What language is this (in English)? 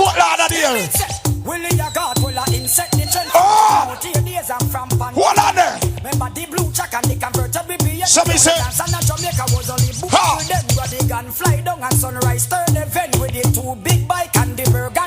Jamaican Creole English